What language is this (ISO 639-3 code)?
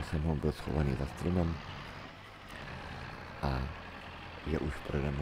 ces